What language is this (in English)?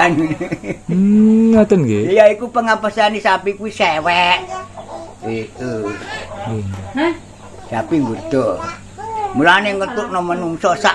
Javanese